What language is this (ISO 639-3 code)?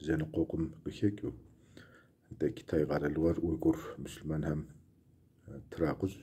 kbd